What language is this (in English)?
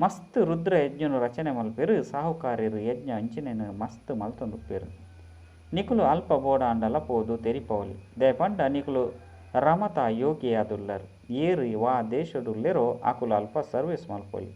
Tulu